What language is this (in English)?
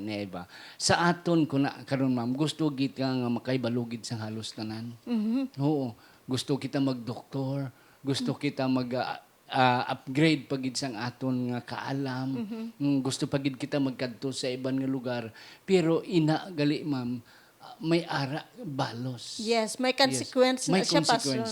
Hiligaynon